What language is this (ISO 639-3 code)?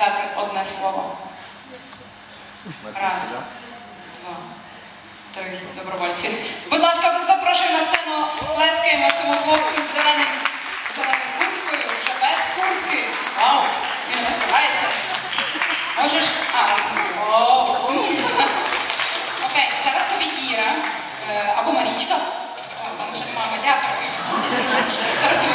ukr